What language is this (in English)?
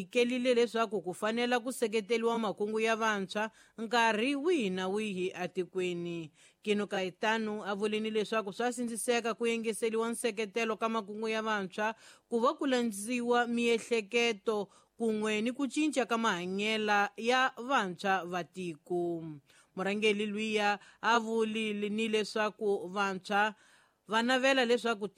Tsonga